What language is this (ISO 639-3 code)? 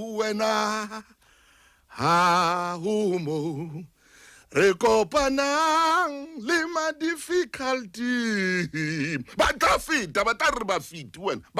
sot